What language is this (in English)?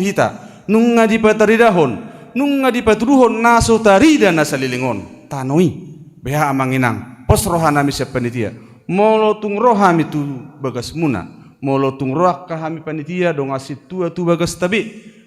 Batak Toba